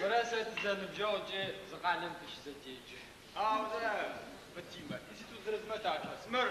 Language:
Adyghe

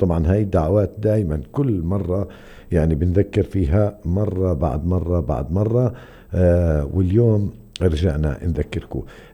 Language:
North Levantine Arabic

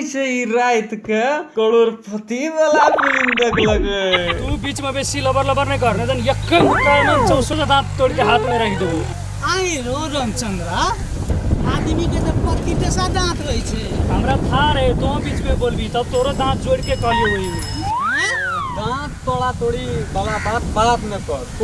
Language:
Maithili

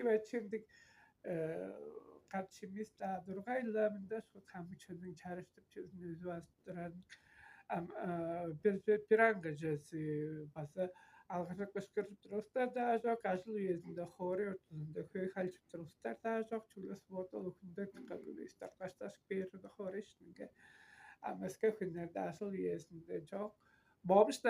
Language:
Tuvinian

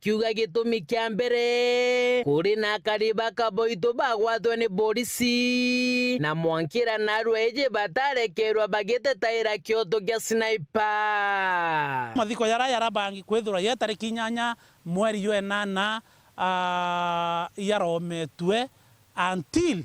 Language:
Meru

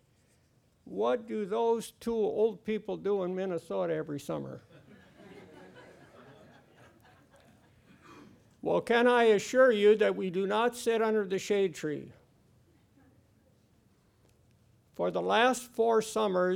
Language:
English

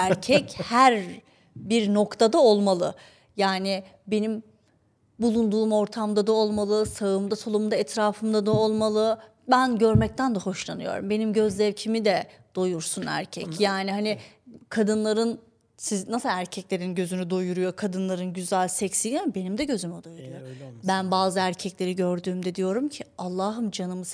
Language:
Turkish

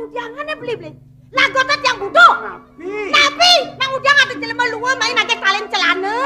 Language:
Balinese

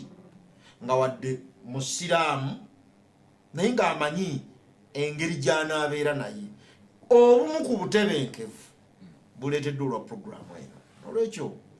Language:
Ganda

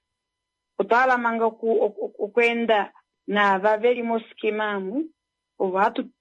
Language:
Kuanyama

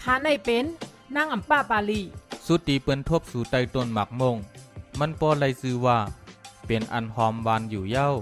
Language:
Shan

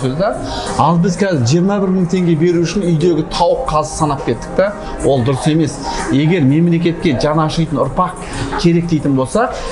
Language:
Kazakh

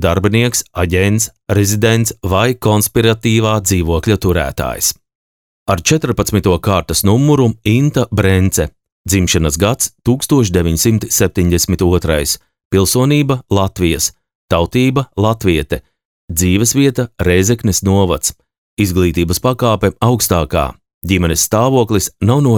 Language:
Latvian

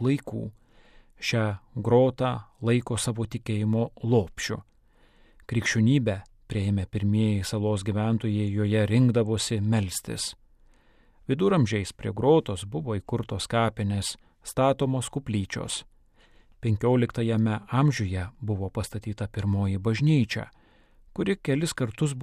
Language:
Lithuanian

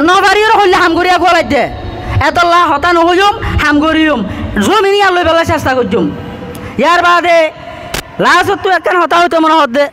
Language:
Rohingya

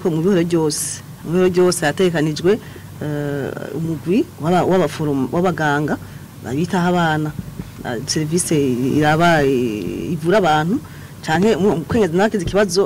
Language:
Rundi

